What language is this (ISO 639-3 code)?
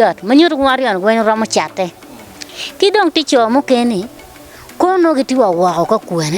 ach